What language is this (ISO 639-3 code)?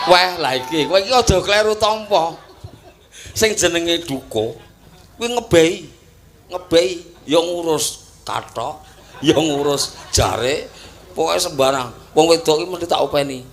jav